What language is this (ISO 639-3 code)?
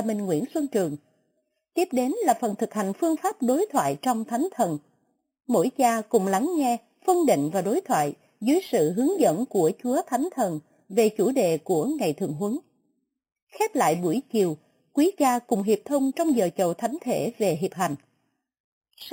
vie